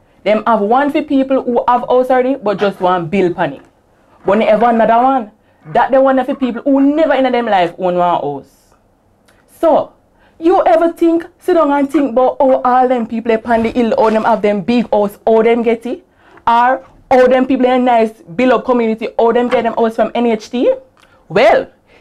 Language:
Jamaican Creole English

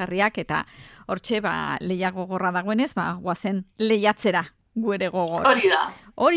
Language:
Basque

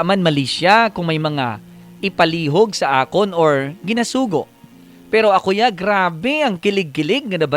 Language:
Hiligaynon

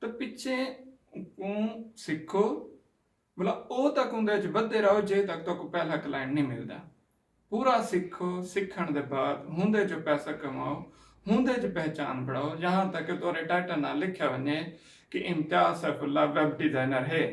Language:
Saraiki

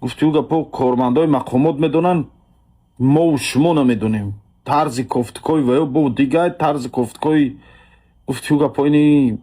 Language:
Tajik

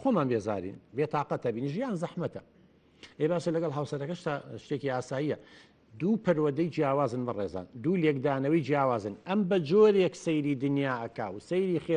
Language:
Central Kurdish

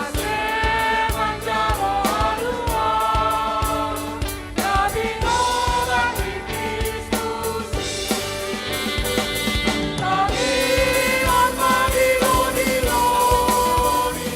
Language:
Batak Simalungun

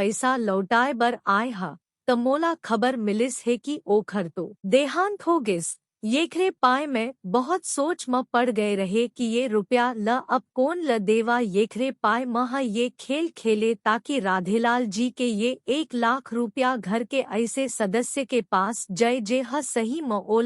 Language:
Chhattisgarhi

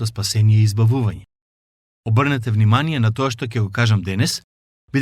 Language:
Macedonian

